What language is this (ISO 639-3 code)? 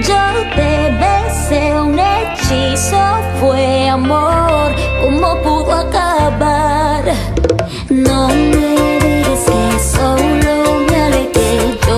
spa